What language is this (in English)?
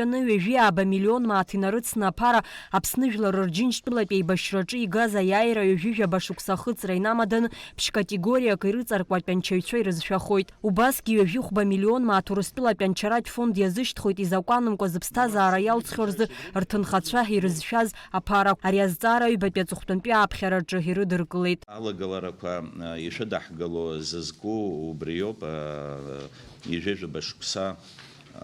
Abkhazian